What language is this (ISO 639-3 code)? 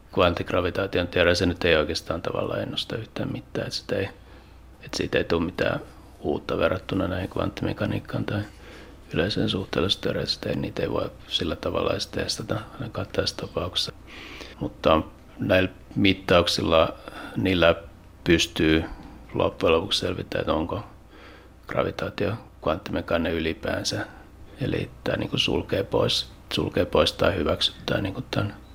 fin